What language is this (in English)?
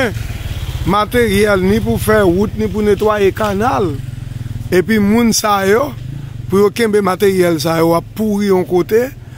Haitian Creole